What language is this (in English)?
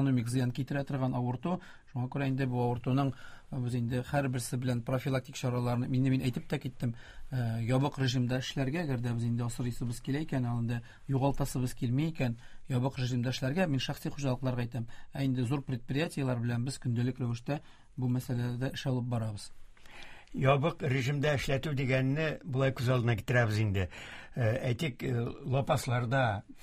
Tatar